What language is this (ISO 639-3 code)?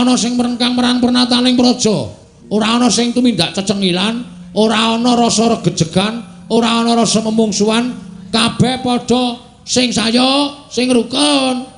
jav